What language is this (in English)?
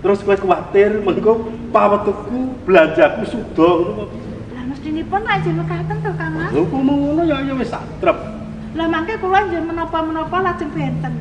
Javanese